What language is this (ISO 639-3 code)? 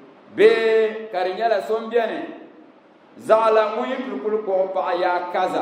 dag